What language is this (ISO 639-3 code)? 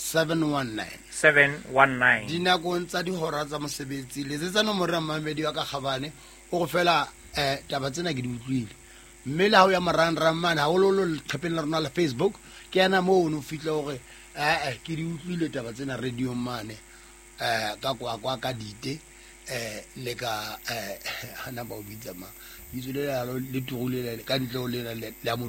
sot